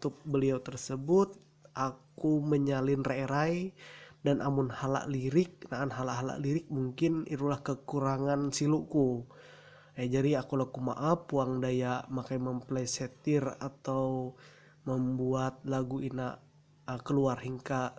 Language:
Ma'anyan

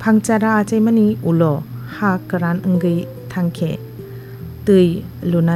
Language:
Kok Borok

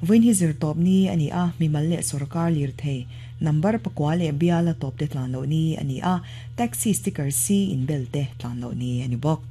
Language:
Mizo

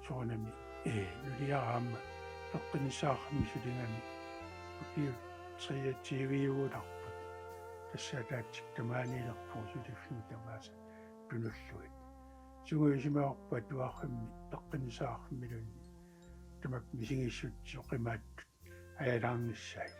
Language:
Kalaallisut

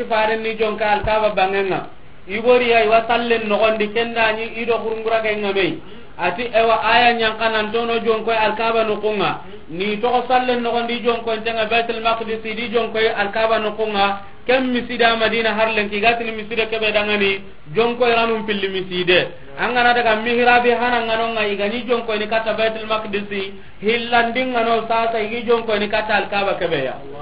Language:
Soninke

